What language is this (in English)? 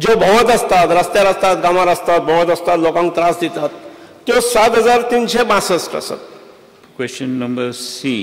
Konkani